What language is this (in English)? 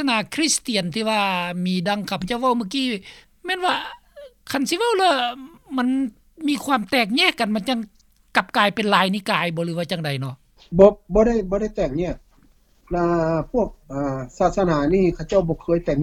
Lao